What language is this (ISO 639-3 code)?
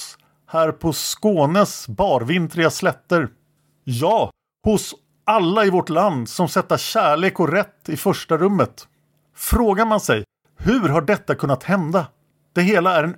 swe